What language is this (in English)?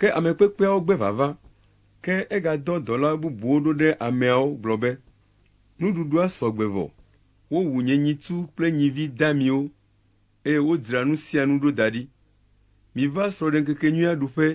Ewe